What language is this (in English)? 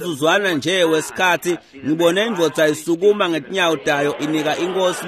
Swati